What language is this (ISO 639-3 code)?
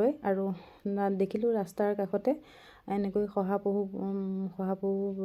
asm